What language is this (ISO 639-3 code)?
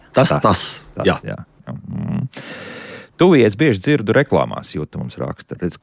lav